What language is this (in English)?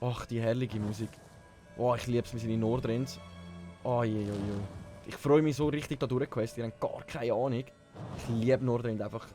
Swiss German